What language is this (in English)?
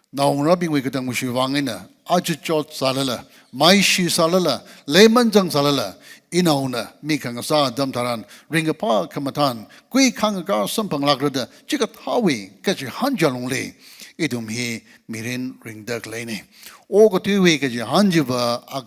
Tangkhul Naga (India)